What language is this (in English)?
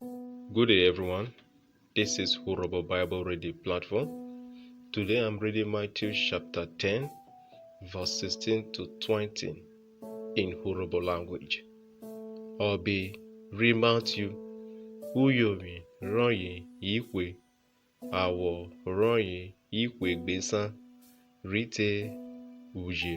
Urhobo